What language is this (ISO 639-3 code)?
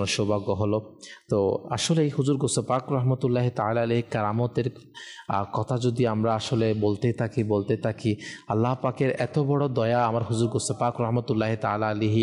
ben